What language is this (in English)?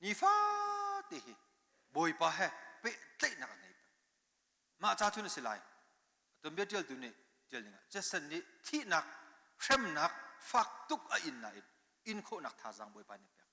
Hakha Chin